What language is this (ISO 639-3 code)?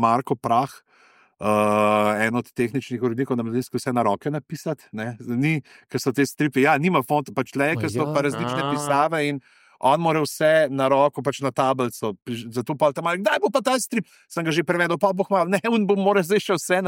slv